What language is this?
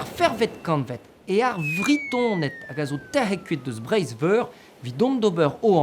Breton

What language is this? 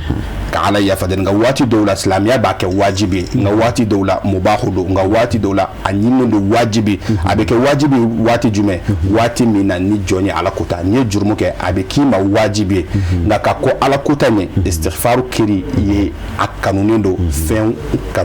Bambara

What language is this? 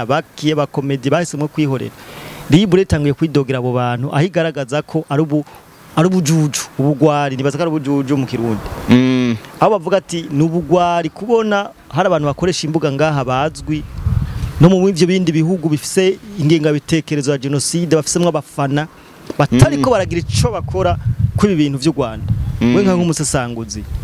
Rundi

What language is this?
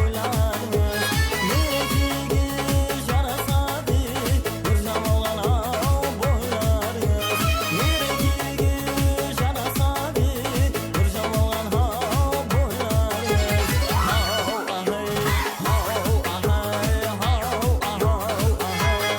Kara-Kalpak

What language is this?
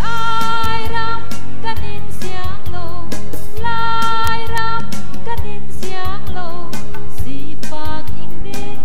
Hakha Chin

